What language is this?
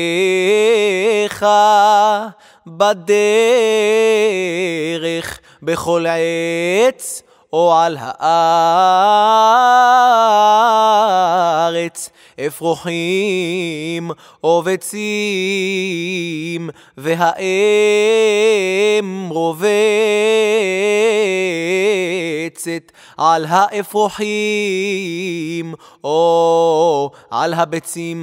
Hebrew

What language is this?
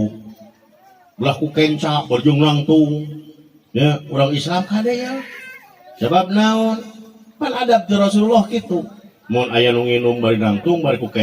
Sundanese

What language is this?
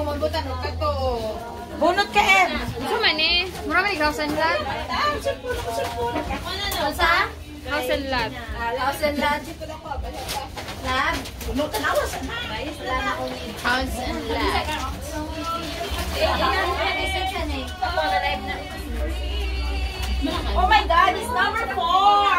Filipino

